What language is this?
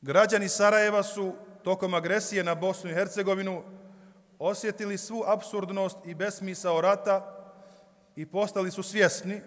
Bosnian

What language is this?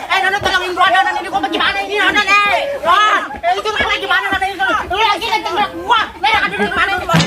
Betawi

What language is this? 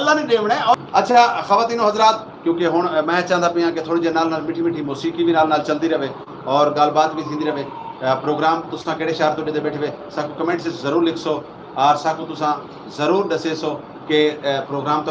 Saraiki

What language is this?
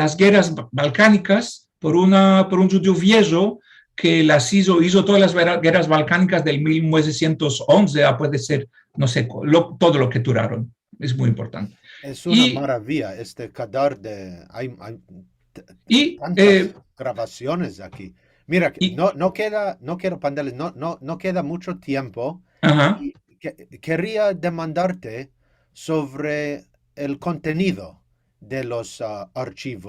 Ladino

